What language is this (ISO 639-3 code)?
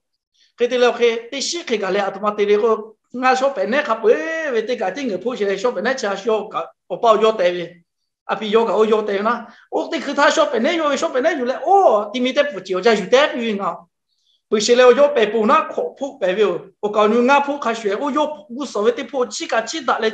lhu